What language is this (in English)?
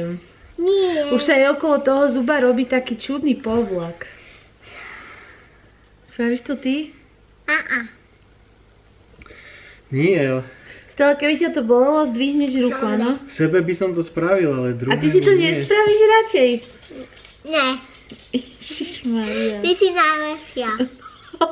Slovak